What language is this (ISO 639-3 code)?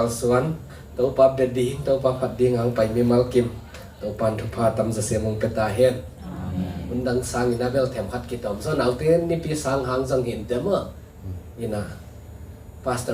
ctd